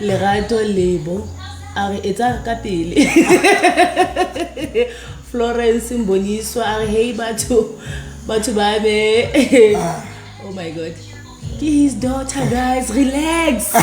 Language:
Southern Sotho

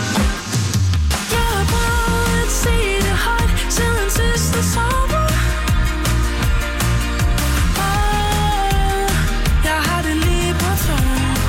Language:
Danish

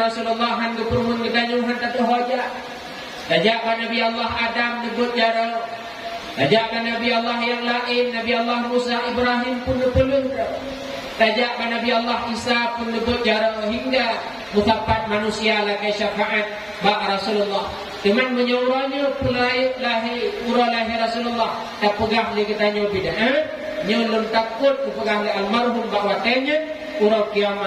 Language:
Achinese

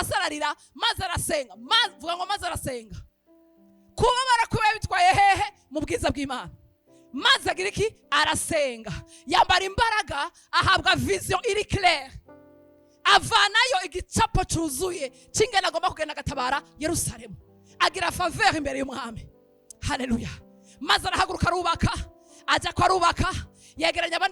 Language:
Rundi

